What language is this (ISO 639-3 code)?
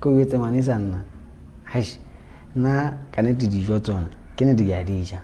sot